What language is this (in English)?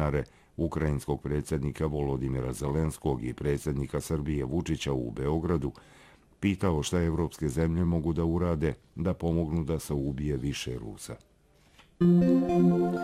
Bosnian